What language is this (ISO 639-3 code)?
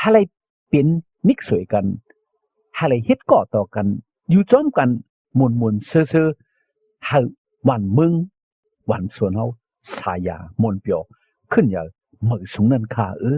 shn